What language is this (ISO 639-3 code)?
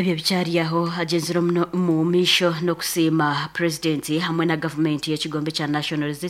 nyn